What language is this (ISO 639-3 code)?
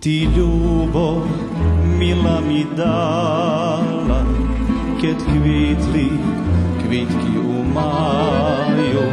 rue